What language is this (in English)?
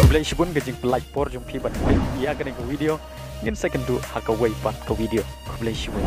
Khasi